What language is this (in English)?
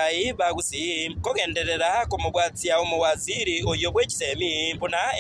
Gusii